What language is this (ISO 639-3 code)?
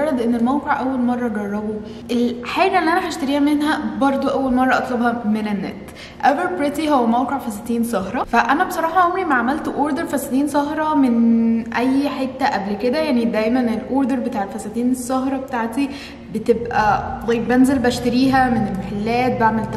arz